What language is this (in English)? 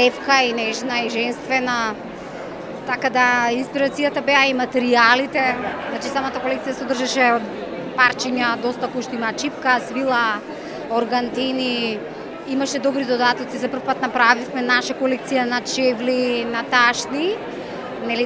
Macedonian